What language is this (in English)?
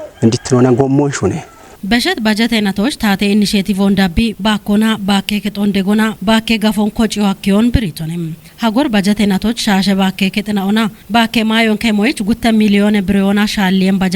Kafa